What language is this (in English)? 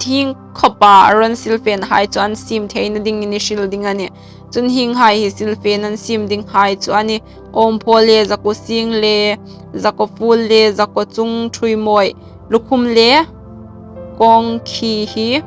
Hmar